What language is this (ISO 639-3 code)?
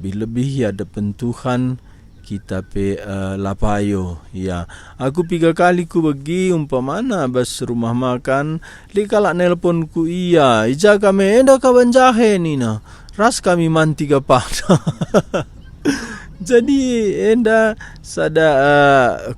btx